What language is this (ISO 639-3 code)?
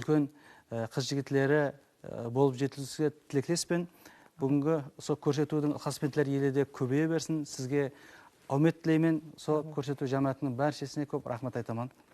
kaa